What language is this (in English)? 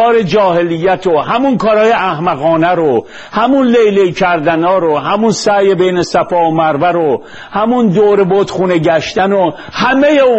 Persian